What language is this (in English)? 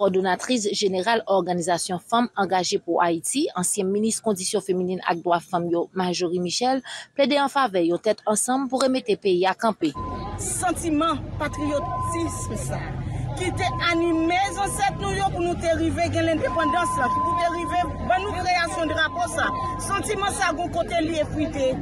Haitian Creole